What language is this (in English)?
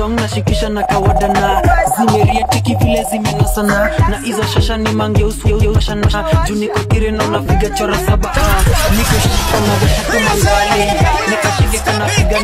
Swahili